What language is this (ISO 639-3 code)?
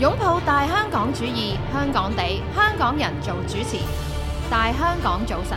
yue